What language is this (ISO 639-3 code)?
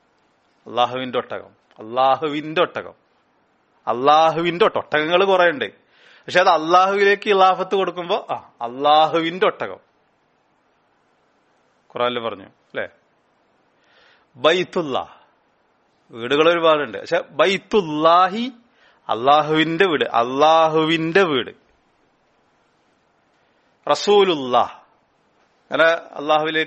mal